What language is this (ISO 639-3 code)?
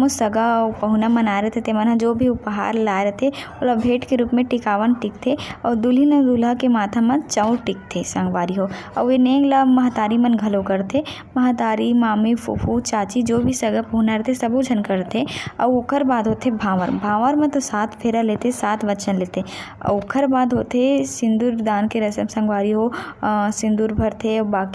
hne